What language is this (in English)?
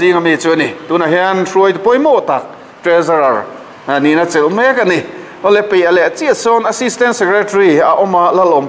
Mizo